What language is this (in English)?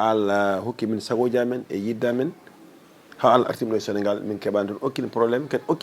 Fula